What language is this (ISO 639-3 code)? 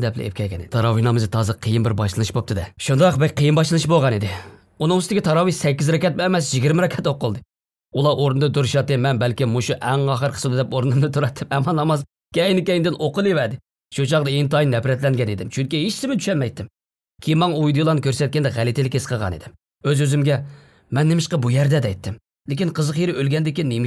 uig